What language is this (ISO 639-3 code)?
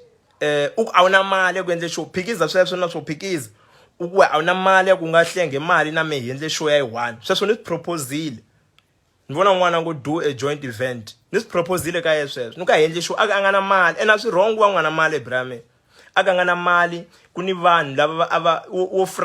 tso